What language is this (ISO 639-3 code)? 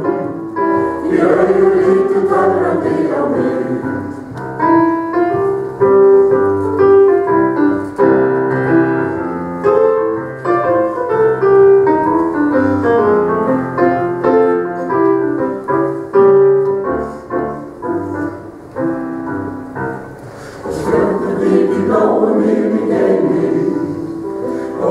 isl